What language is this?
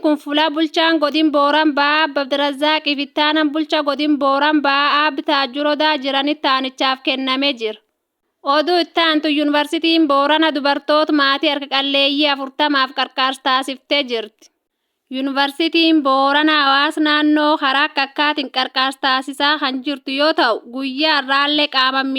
Oromo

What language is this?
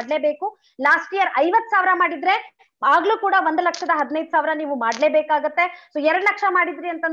Kannada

